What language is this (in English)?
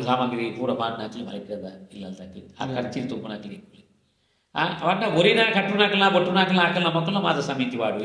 Tulu